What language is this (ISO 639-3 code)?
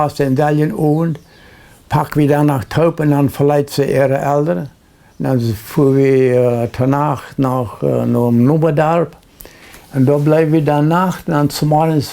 pdt